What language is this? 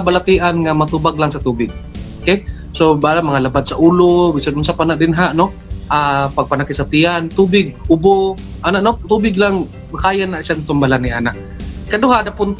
Cebuano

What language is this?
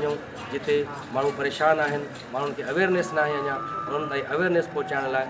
Sindhi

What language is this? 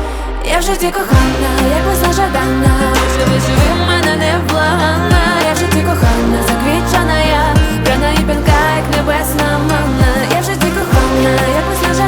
Ukrainian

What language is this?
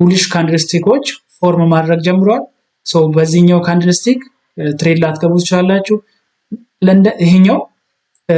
Amharic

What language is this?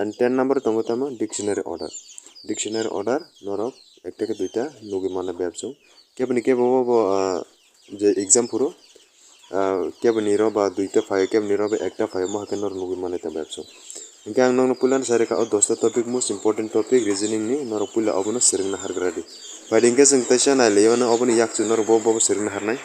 Kok Borok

